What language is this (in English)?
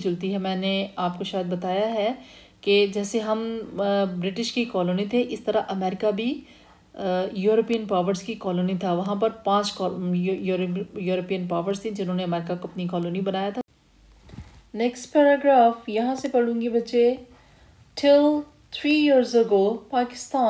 Urdu